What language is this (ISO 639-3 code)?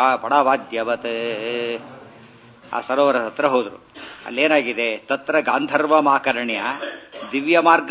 kan